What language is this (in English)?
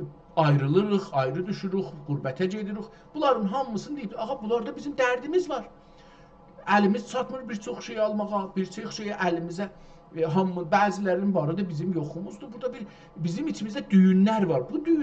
South Azerbaijani